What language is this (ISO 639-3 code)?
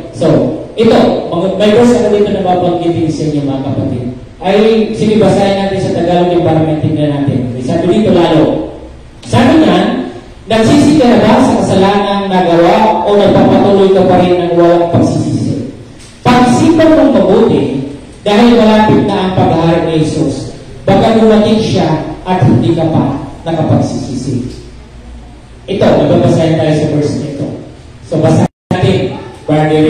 fil